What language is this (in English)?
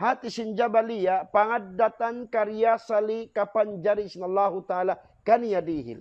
Tausug